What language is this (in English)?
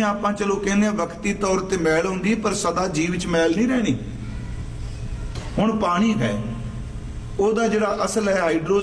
Punjabi